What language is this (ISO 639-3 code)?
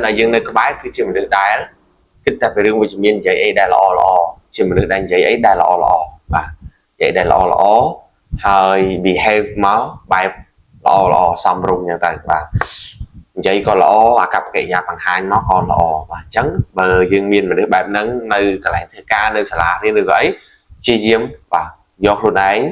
khm